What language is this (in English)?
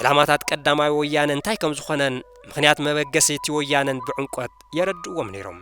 Tigrinya